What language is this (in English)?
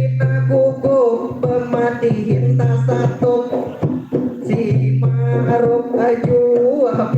Banjar